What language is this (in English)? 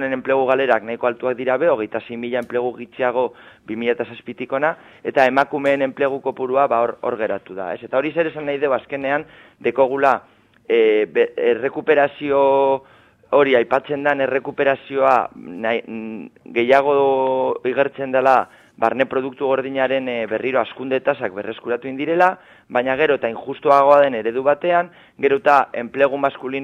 Basque